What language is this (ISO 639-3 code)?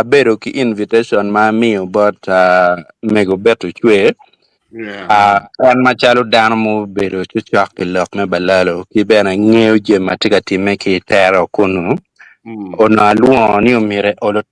ach